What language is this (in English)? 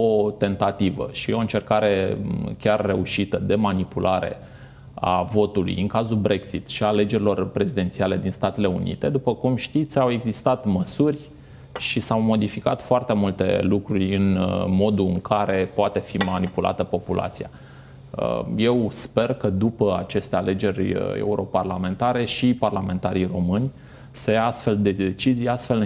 Romanian